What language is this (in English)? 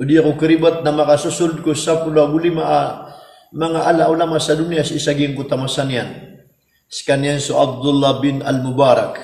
Maranao